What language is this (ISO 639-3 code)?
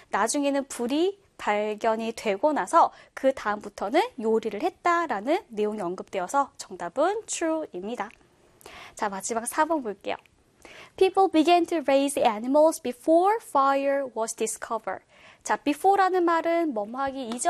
kor